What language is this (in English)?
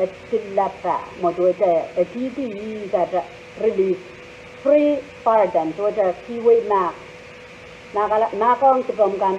Pohnpeian